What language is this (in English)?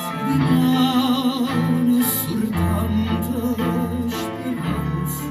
Neapolitan